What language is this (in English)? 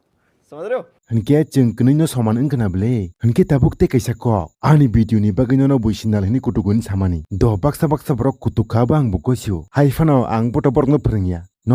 Kok Borok